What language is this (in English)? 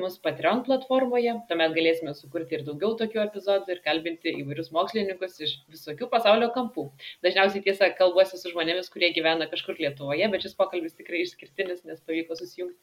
Lithuanian